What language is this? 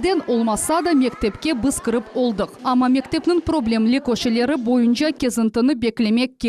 Crimean Tatar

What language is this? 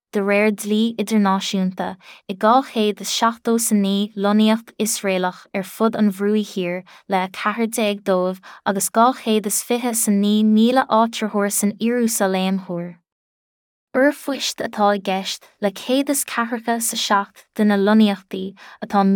Irish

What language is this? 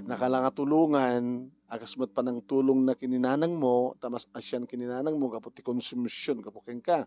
Iloko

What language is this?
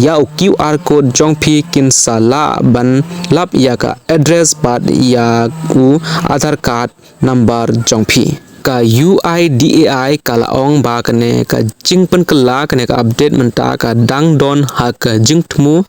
Khasi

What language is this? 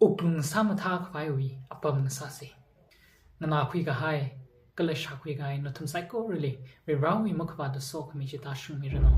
Tangkhul Naga (India)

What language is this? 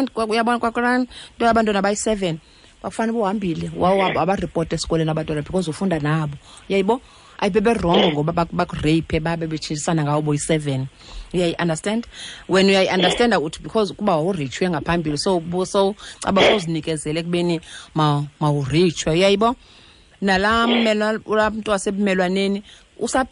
Xhosa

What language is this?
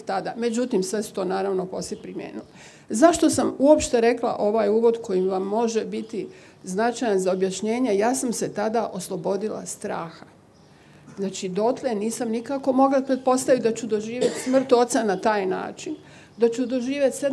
Bosnian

